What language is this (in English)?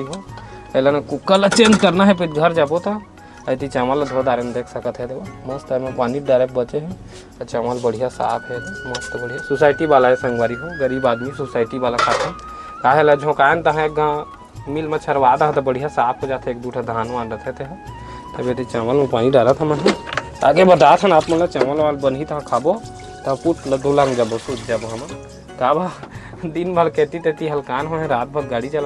Chhattisgarhi